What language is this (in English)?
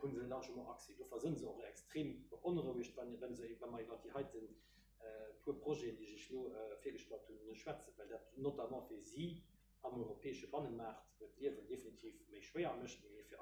Luxembourgish